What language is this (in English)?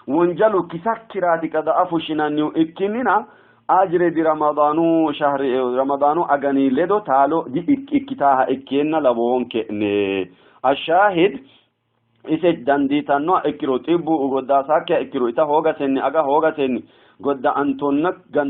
Sidamo